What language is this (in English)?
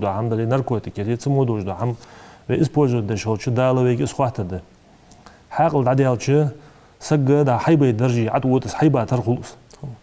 Ingush